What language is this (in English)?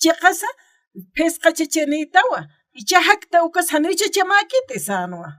Aymara